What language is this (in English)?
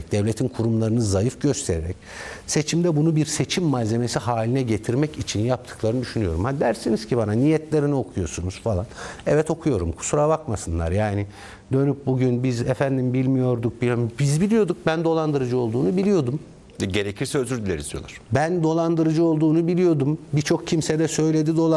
Turkish